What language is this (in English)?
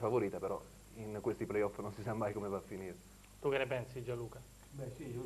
Italian